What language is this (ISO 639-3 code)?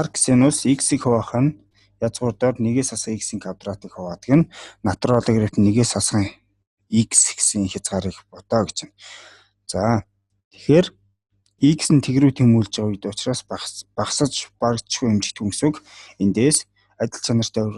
mon